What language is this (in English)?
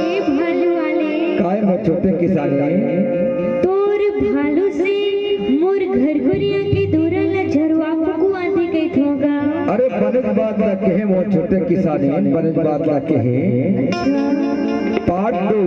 Chhattisgarhi